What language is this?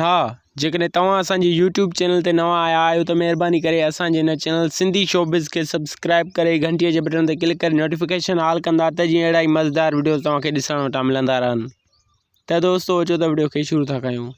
Sindhi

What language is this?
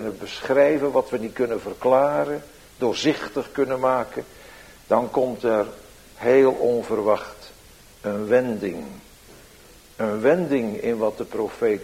Dutch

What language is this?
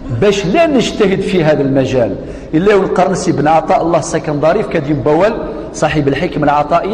Kabyle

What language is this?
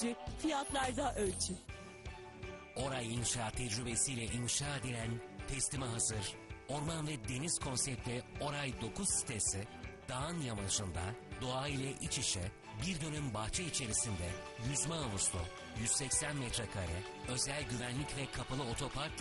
Turkish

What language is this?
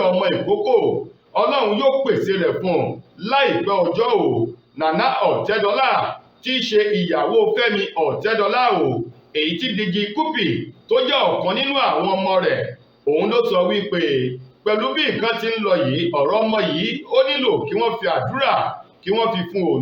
Yoruba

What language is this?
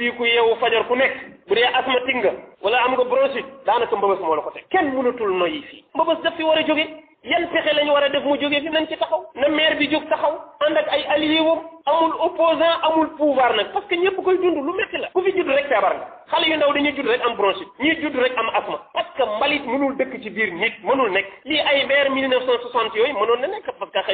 Wolof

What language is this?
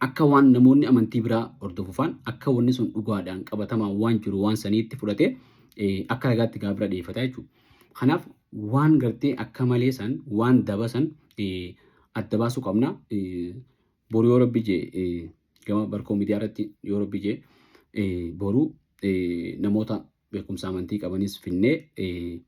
Oromo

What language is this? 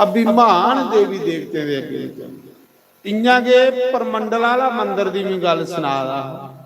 Dogri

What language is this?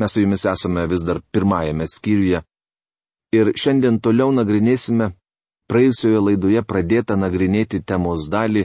Lithuanian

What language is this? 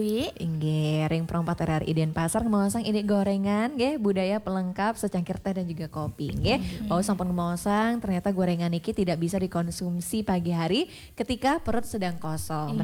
Balinese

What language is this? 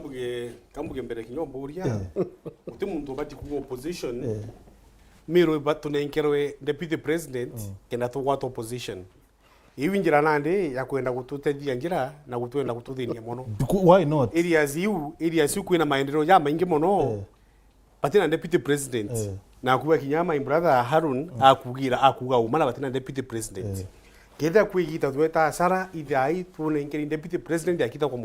Meru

